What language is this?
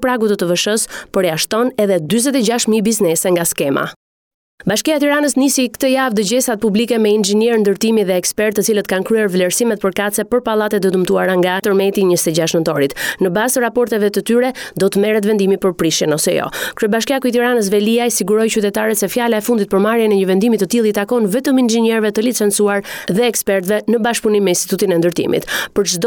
Albanian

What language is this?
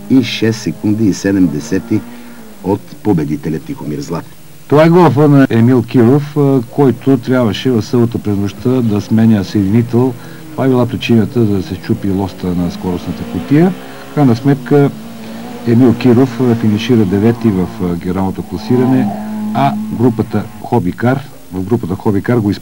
Bulgarian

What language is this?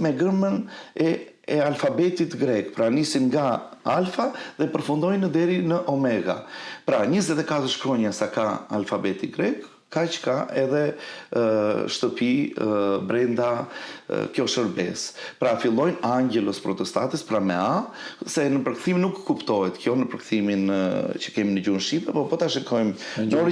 Albanian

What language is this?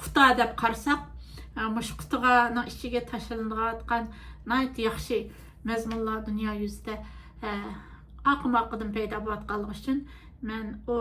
Uyghur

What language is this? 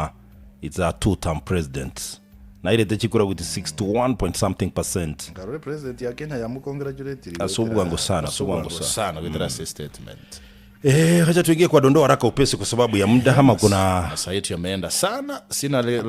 Gusii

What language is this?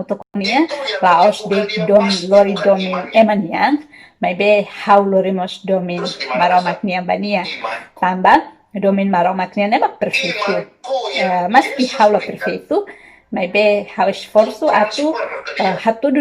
Tetum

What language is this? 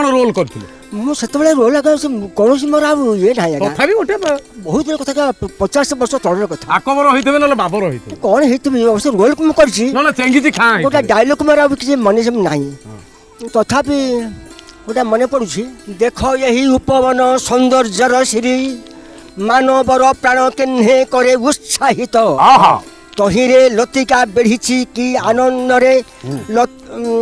Odia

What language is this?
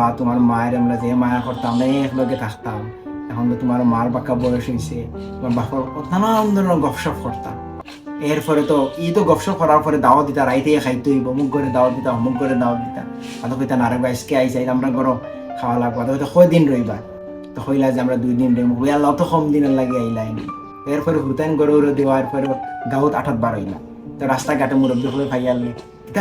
Sylheti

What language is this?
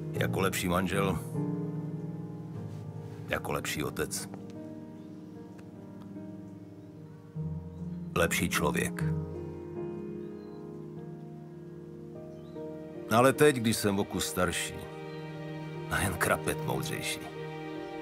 Czech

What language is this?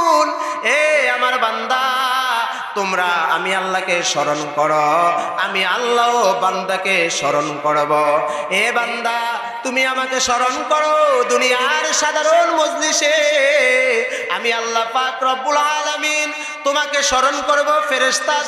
Bangla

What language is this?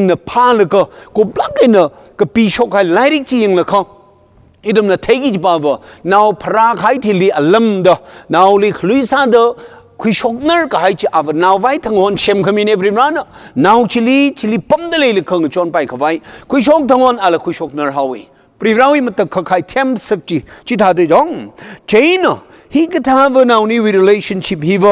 Tangkhul Naga (India)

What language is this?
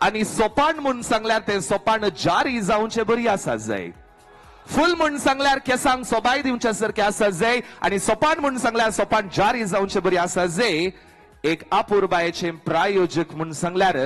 Konkani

